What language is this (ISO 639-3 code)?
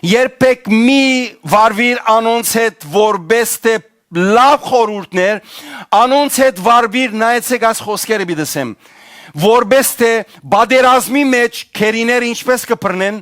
hyw